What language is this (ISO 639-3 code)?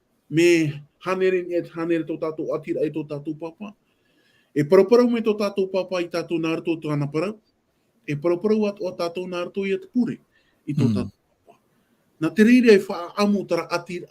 tah